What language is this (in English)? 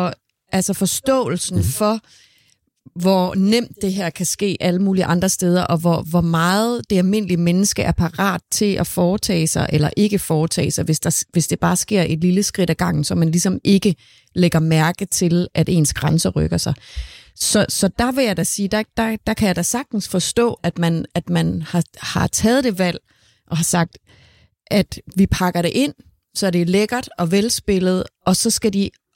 Danish